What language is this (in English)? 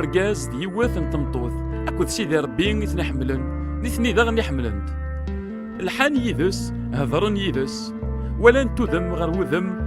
Kabyle